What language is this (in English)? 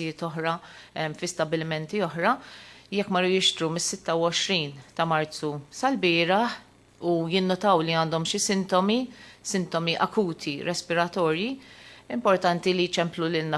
Maltese